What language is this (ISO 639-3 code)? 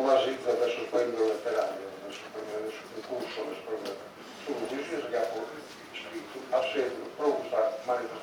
srd